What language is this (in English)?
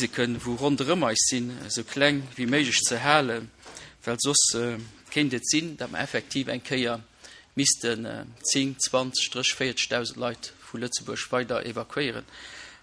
Luxembourgish